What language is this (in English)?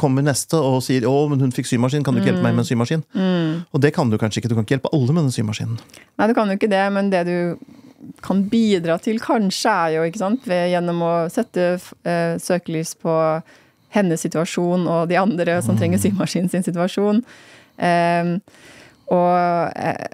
Norwegian